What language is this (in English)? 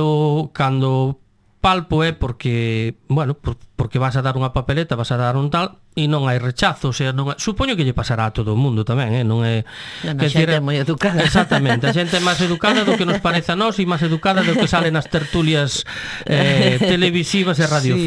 Galician